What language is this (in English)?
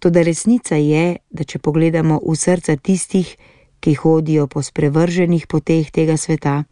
Slovenian